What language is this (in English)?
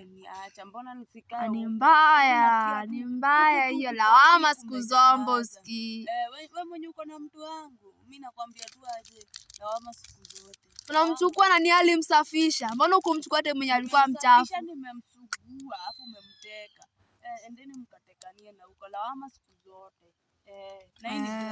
Swahili